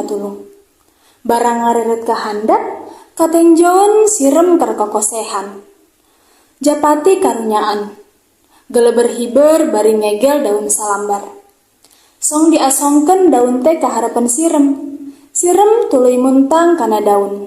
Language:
Sundanese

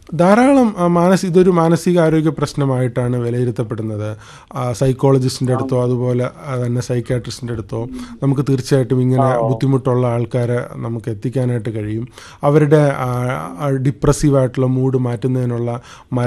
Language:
Malayalam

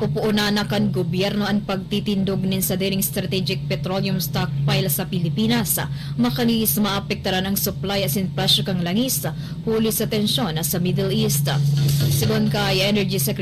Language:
Bikol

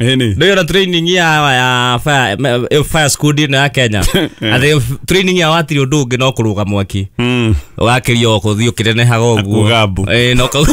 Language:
Kikuyu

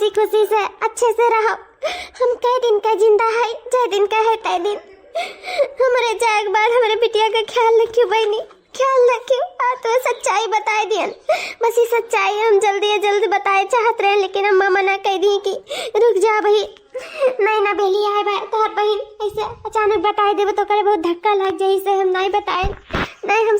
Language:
Awadhi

